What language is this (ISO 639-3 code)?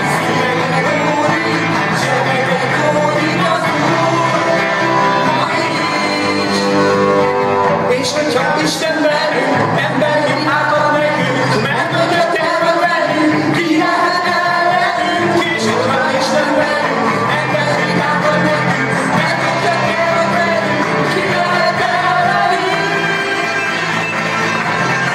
hun